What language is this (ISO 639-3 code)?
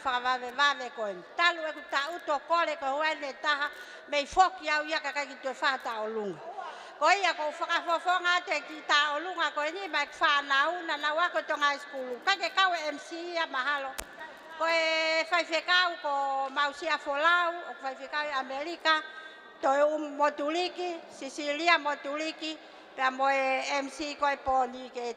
ton